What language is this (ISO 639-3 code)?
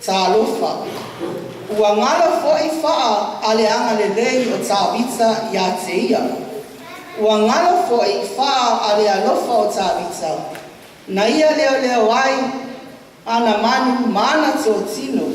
smo